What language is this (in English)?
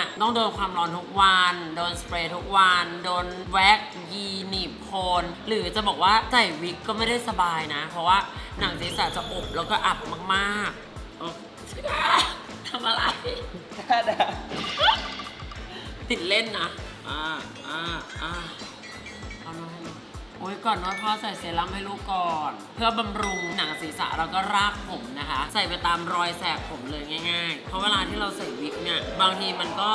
Thai